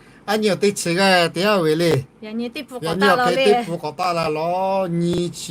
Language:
Lahu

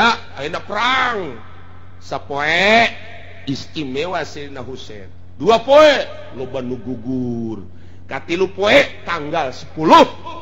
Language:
Sundanese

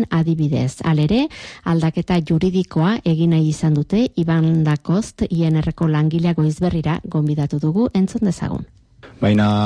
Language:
Basque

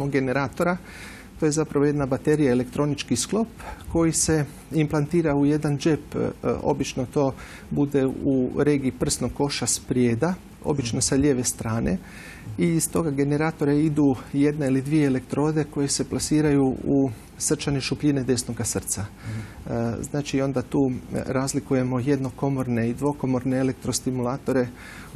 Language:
Croatian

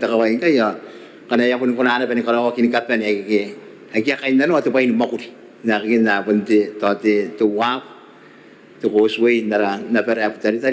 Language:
Gilbertese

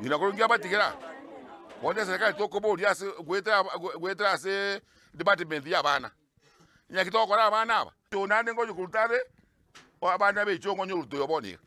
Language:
Gusii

